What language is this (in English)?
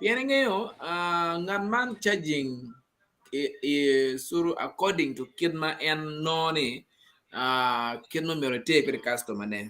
Acoli